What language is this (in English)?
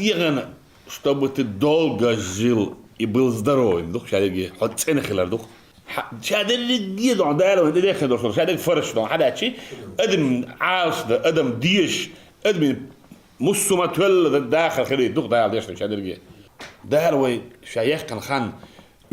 Chechen